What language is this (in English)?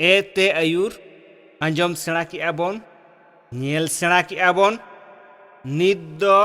Santali